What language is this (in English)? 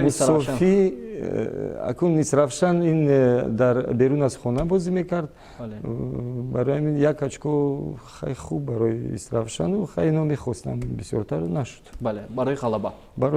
Tajik